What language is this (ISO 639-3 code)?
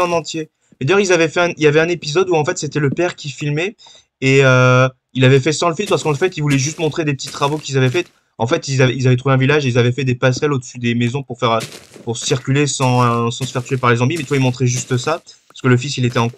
fra